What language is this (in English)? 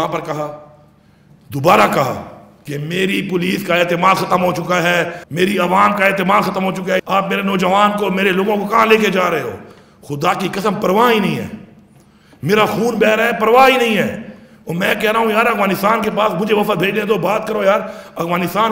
Urdu